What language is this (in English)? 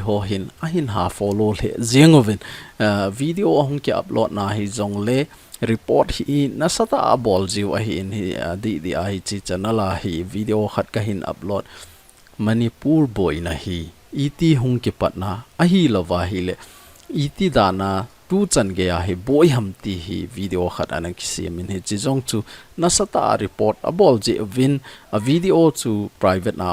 Thado Chin